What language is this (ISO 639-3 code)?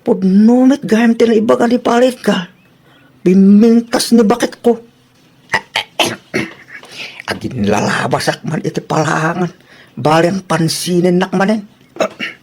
ilo